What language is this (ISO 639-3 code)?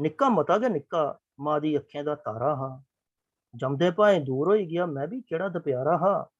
doi